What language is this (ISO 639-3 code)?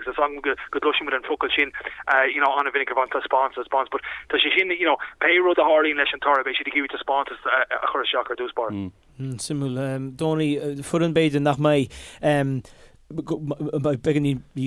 gle